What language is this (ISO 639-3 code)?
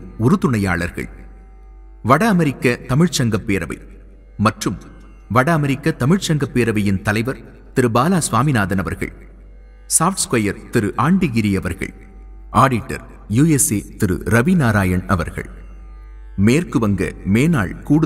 tam